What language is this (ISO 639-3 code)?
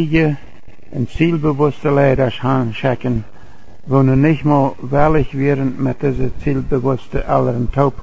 pdt